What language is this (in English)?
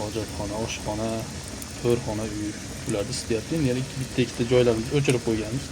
Uzbek